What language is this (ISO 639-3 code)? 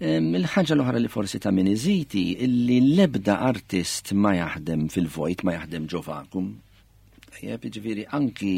mlt